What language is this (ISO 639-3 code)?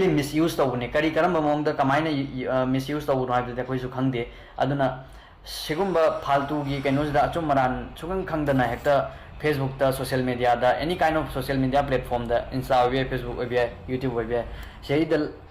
mni